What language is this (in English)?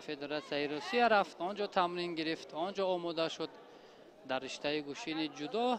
Tajik